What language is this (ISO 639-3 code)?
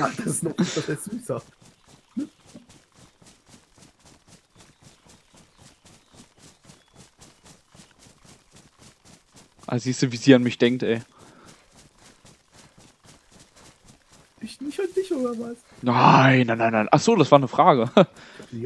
deu